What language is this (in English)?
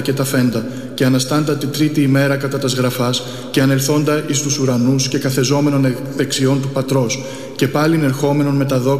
Greek